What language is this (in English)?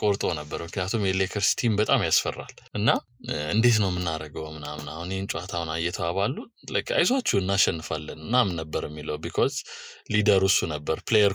Amharic